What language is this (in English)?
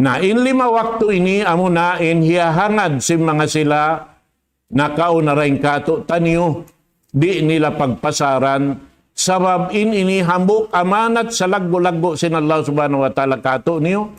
Tausug